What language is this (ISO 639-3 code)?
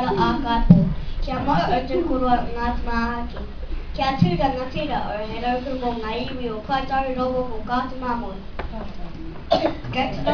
mri